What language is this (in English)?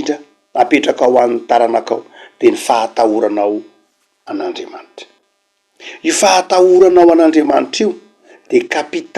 Malagasy